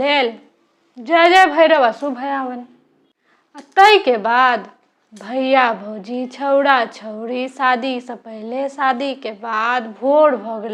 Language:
Maithili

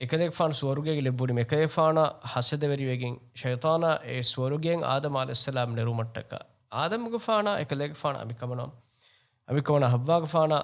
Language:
Divehi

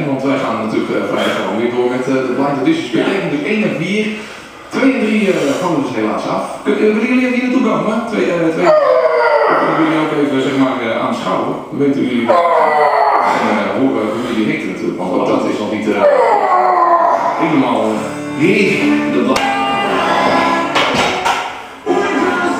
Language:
Dutch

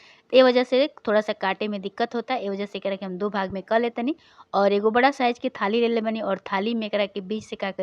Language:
Bhojpuri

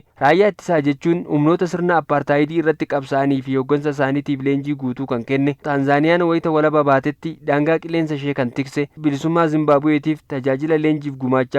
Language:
Oromo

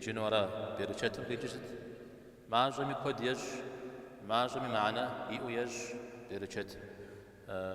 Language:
Kabardian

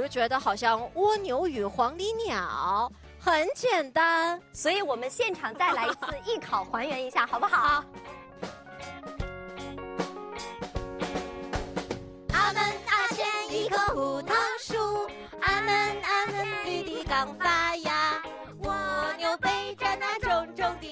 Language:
Chinese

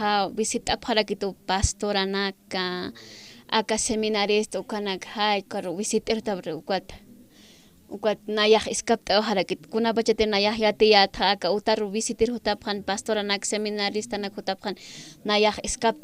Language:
Aymara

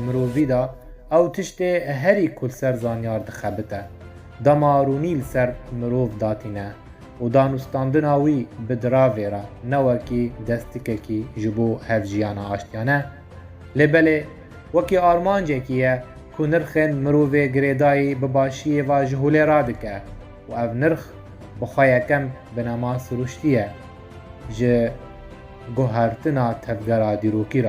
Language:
Kurdish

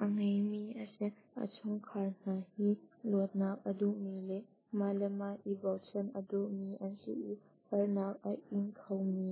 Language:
Hakha Chin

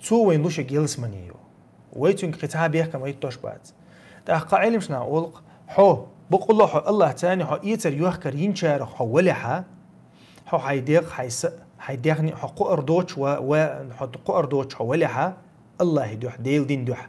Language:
Chechen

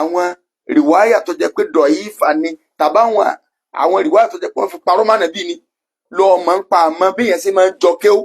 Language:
Yoruba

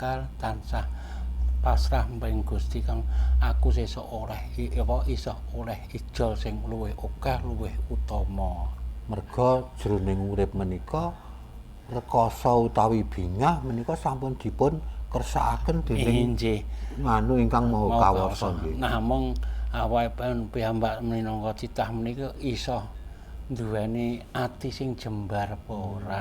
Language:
Javanese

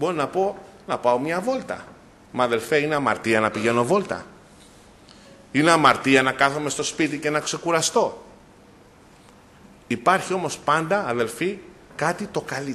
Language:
Greek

